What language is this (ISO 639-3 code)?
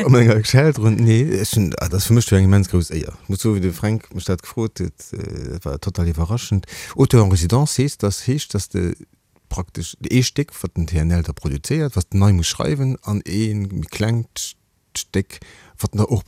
ltz